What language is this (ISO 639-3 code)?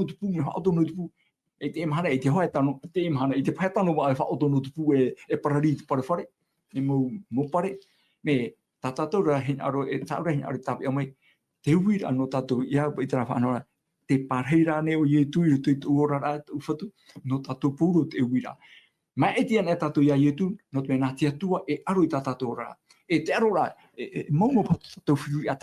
tah